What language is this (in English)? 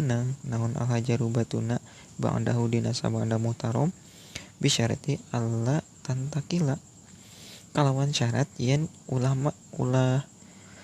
Sundanese